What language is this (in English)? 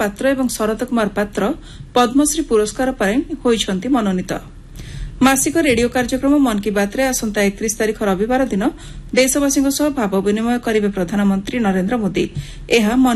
Odia